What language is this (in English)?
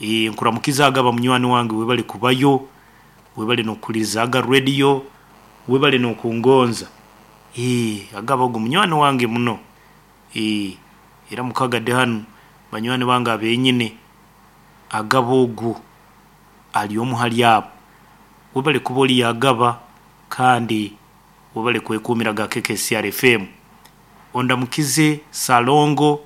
Nyoro